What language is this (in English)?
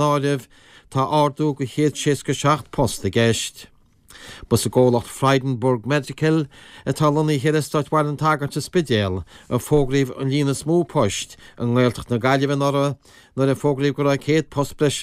Irish